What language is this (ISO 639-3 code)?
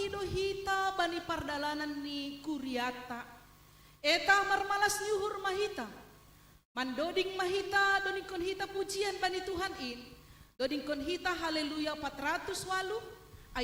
bts